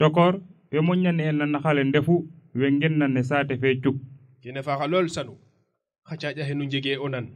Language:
Serer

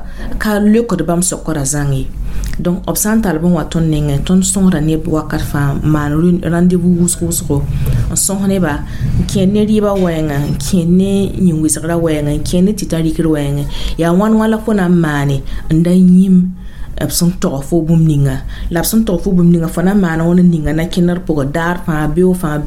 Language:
Mossi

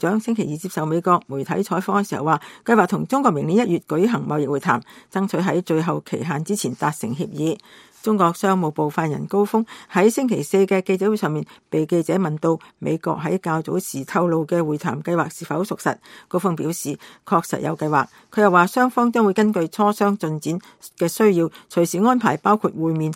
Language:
Cantonese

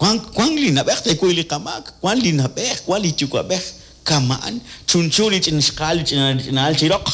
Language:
Kekchí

